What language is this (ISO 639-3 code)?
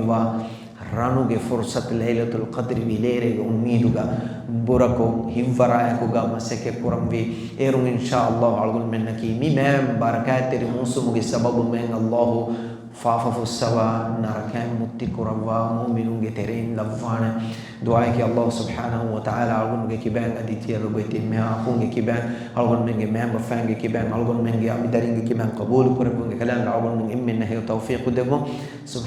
div